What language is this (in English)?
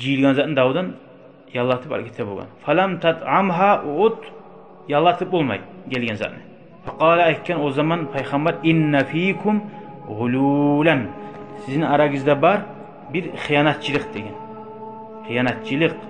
Kumyk